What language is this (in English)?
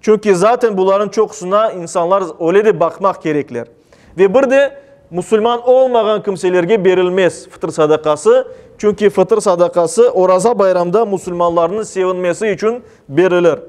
Crimean Tatar